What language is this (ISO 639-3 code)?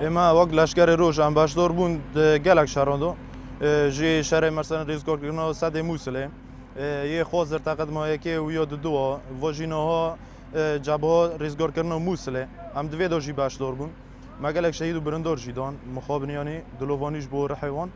kur